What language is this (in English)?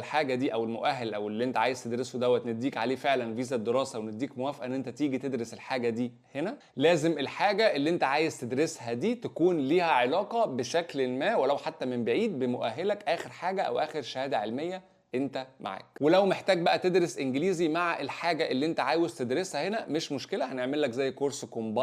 Egyptian Arabic